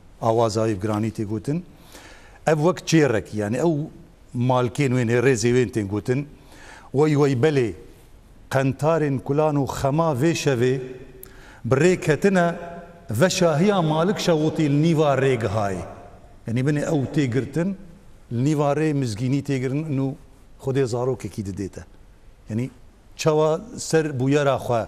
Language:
Kurdish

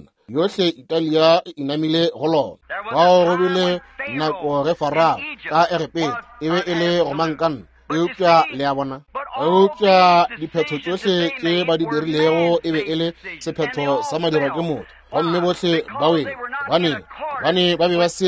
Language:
Northern Sotho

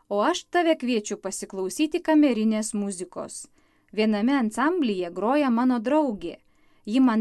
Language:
Lithuanian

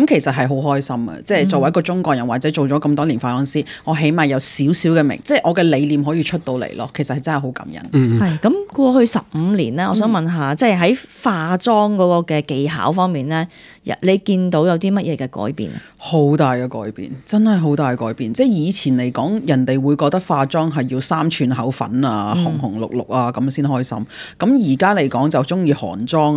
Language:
Cantonese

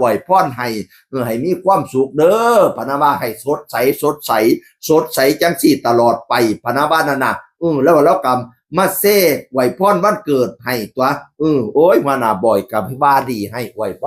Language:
Northeastern Thai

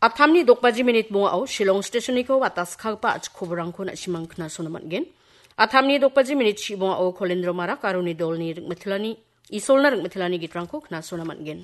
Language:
Garo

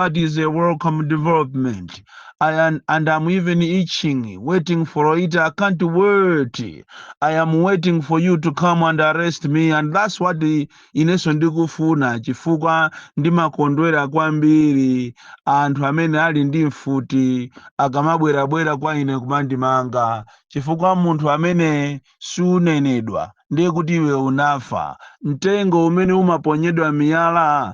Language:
Nyanja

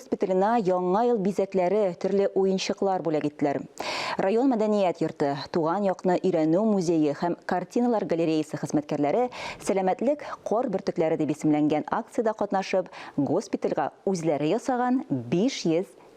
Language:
Tatar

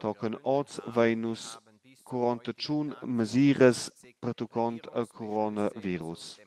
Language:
Romansh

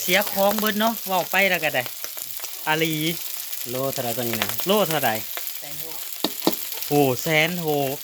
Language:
Northeastern Thai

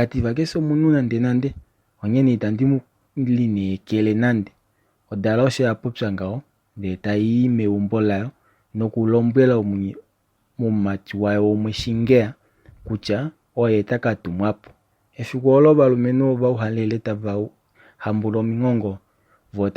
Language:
Kuanyama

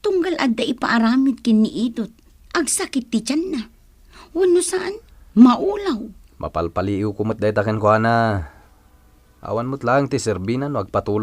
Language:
Iloko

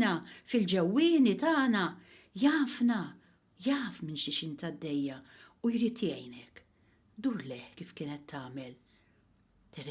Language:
Maltese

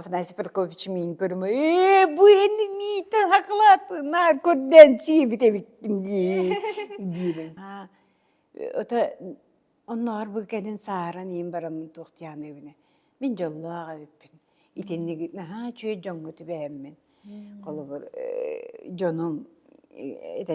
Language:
Yakut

